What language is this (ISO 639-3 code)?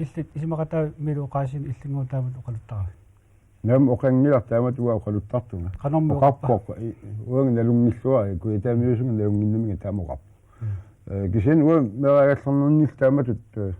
kal